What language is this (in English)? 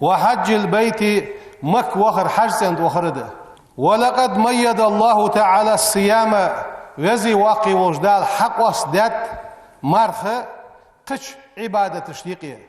Ingush